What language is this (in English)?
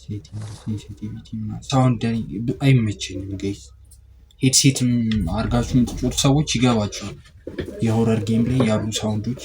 Amharic